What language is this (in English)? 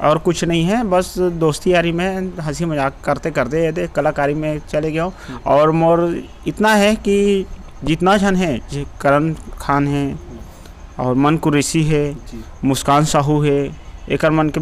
Chhattisgarhi